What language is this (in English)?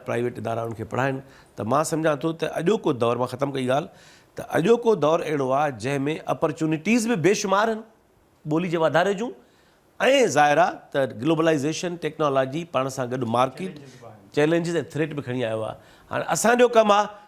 Sindhi